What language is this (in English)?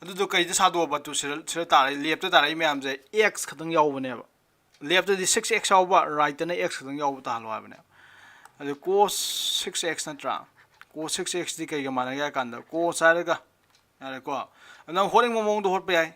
Manipuri